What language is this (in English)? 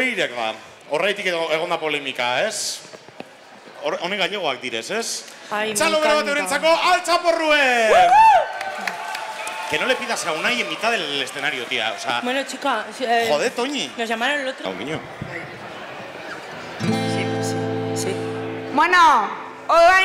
Basque